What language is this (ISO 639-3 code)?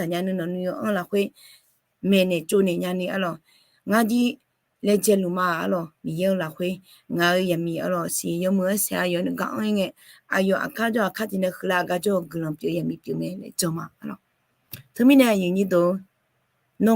ahk